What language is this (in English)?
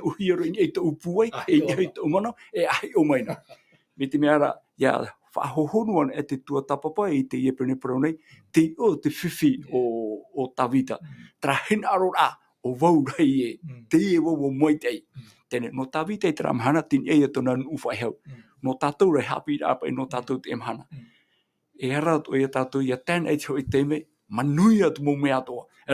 Tahitian